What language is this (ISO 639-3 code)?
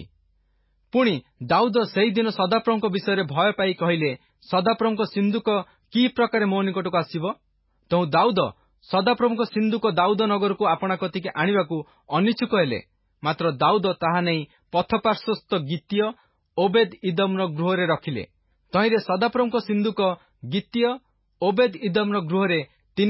ori